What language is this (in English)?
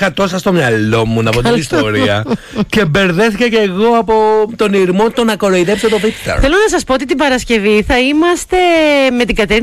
Greek